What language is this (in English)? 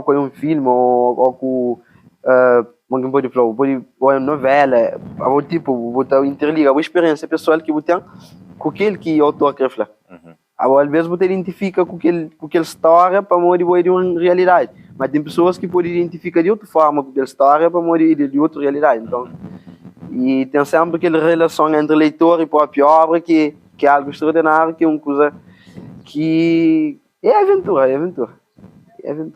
Kabuverdianu